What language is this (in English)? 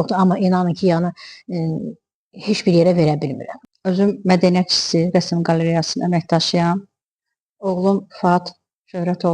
Azerbaijani